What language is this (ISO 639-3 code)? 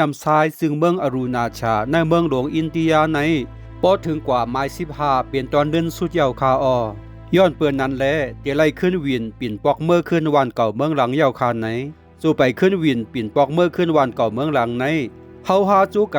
shn